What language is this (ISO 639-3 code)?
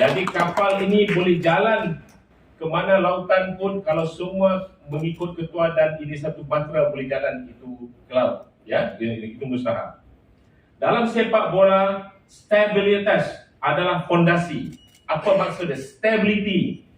tet